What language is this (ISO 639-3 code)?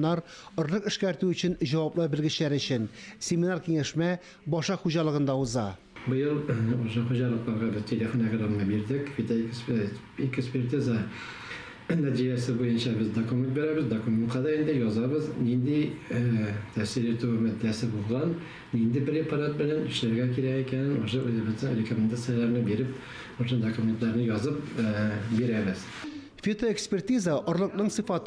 tat